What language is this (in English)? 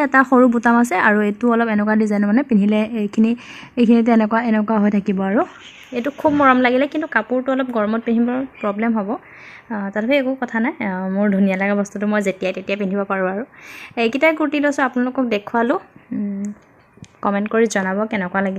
Assamese